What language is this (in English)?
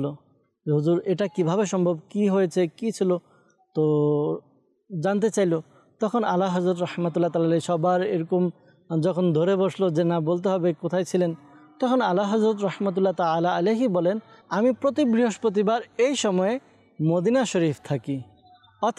Bangla